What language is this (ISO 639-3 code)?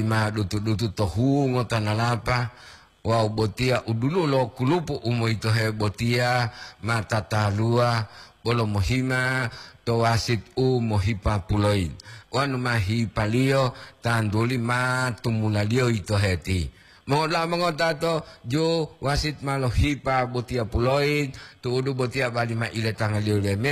gor